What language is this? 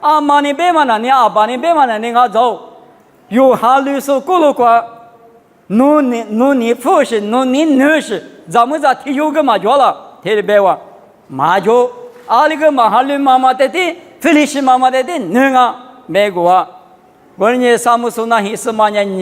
Lisu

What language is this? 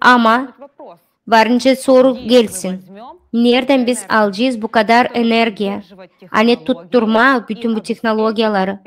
Gagauz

